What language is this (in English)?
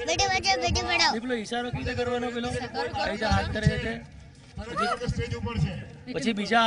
Gujarati